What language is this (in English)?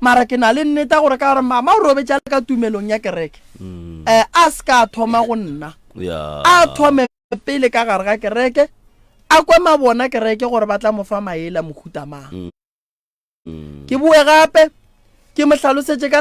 Northern Sotho